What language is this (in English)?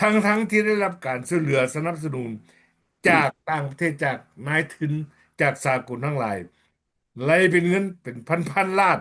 Lao